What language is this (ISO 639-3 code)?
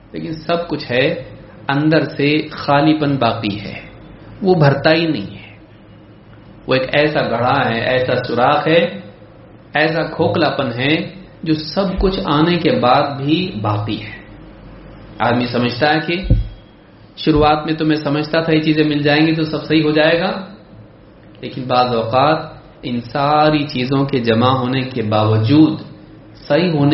urd